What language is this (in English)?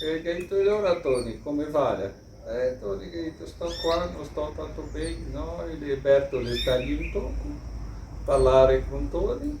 Venetian